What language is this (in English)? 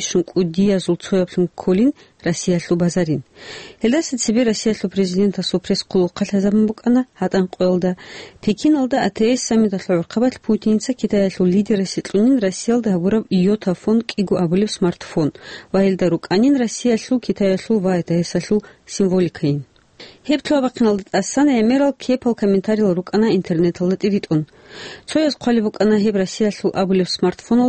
Avaric